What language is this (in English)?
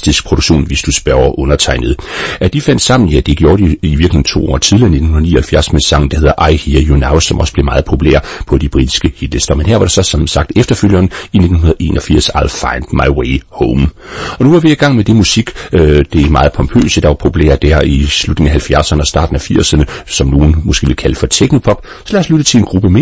Danish